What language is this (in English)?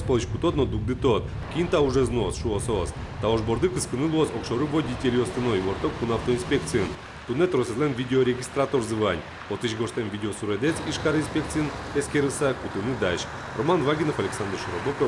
Udmurt